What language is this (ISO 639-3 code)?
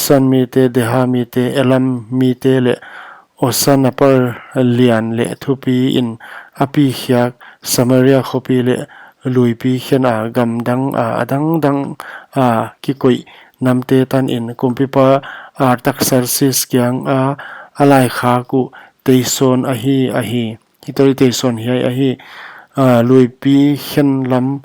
pck